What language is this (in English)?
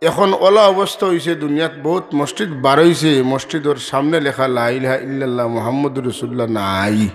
Sylheti